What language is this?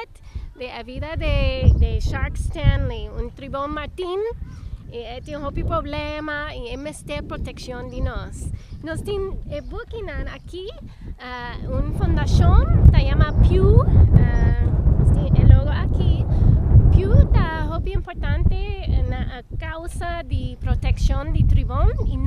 Papiamento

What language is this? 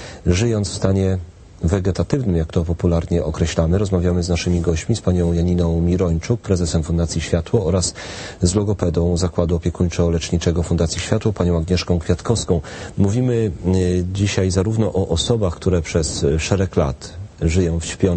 Polish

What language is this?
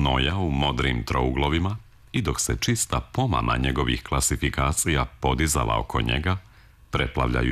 Serbian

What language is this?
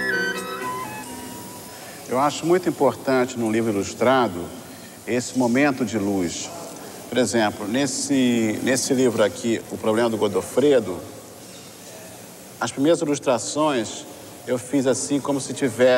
Portuguese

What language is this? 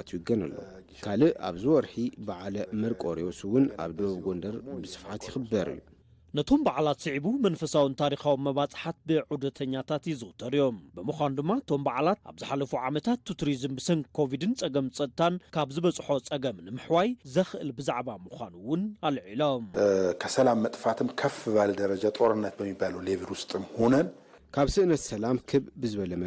Tigrinya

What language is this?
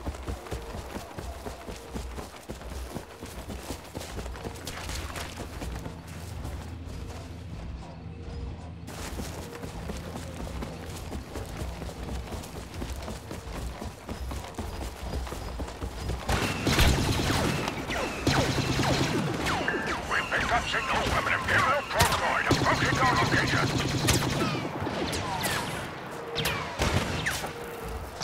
English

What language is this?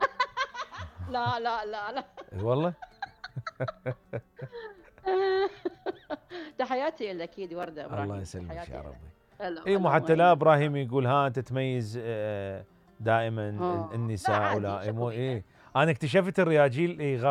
Mesopotamian Arabic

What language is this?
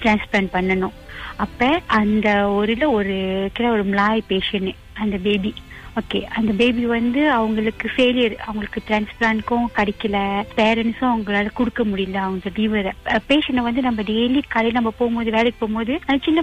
Tamil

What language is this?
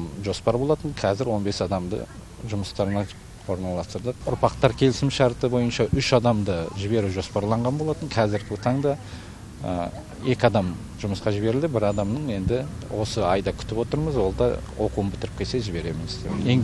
Kazakh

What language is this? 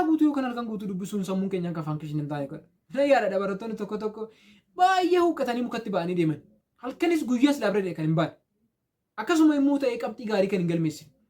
Oromo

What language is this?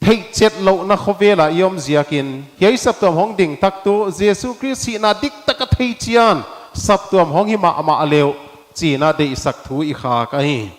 Paite Chin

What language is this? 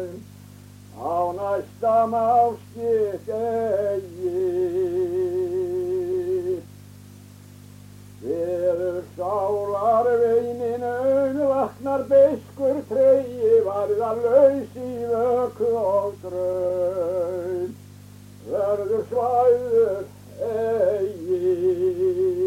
Icelandic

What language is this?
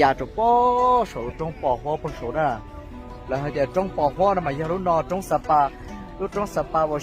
Hmong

